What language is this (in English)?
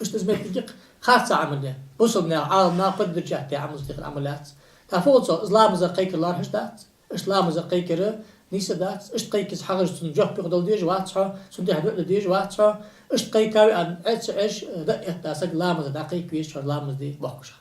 Ingush